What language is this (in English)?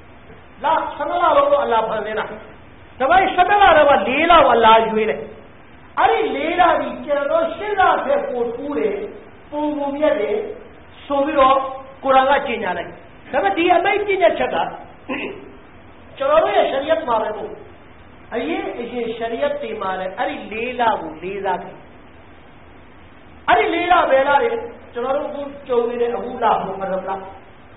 Burmese